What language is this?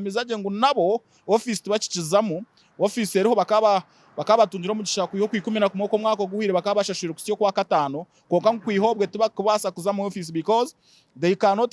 Nyankole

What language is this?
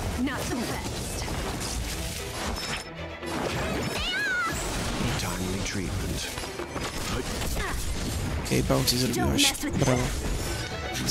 Polish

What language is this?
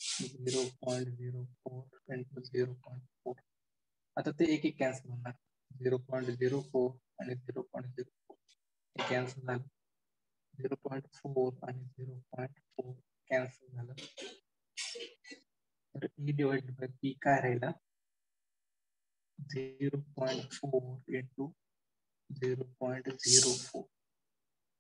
Marathi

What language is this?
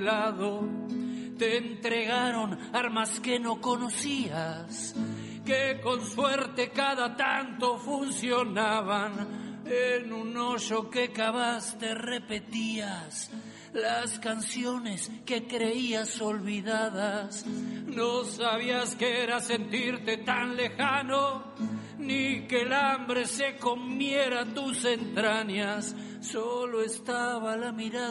Spanish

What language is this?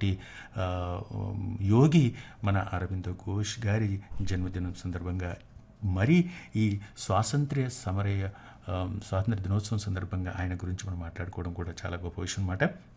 Telugu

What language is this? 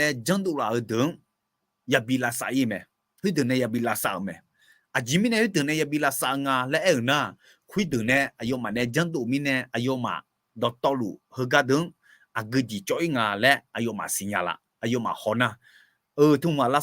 Akha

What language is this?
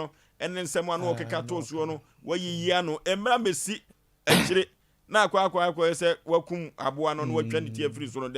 Akan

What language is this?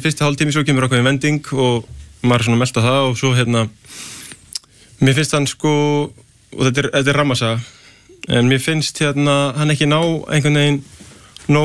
Icelandic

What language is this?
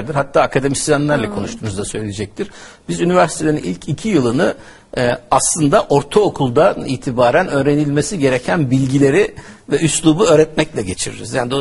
Turkish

